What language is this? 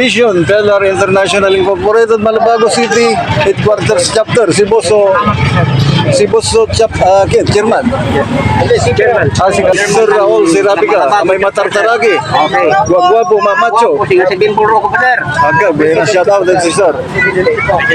Pangasinan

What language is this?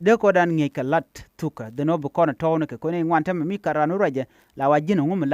Nuer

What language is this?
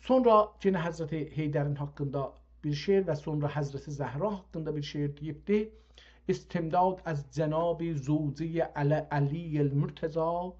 South Azerbaijani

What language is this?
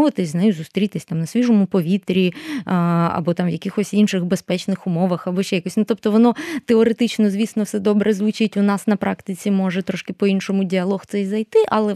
Ukrainian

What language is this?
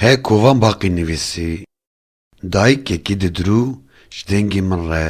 Kurdish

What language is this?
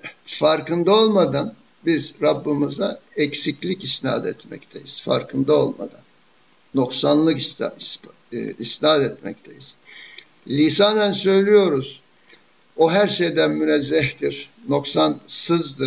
Turkish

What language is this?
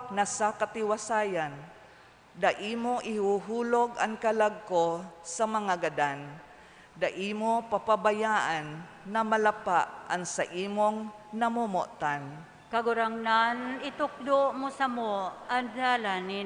Bikol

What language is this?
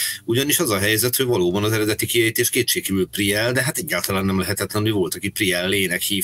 Hungarian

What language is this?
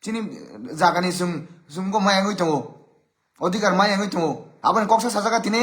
Kok Borok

